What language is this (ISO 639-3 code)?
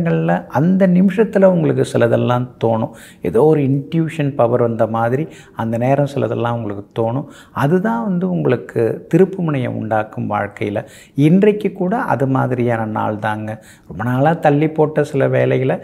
tam